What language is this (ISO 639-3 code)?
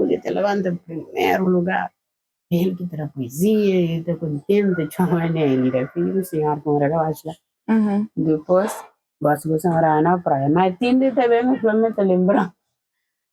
kea